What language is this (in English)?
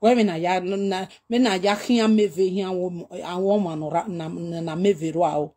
Nigerian Pidgin